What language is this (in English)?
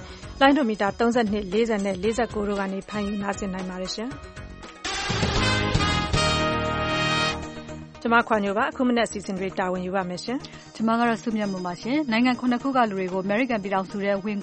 Burmese